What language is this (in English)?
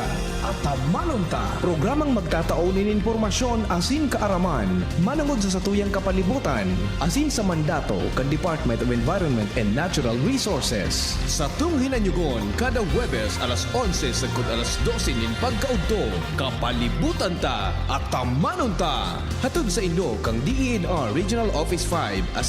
Bikol